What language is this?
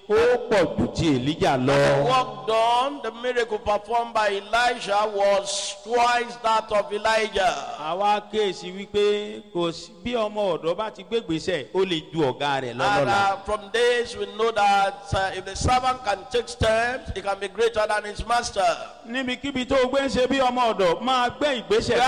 Yoruba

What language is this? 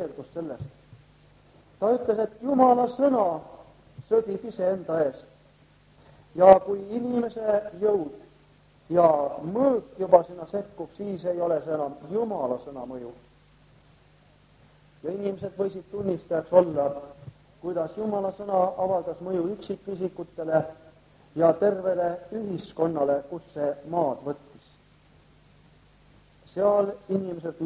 Estonian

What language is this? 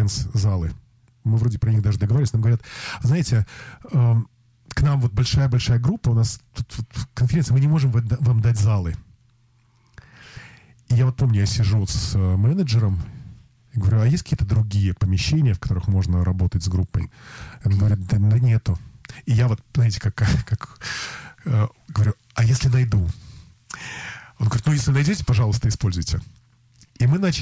Russian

